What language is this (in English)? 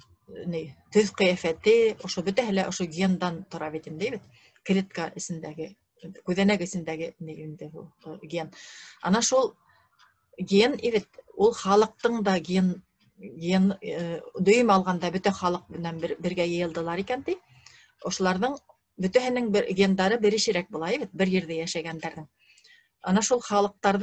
Bashkir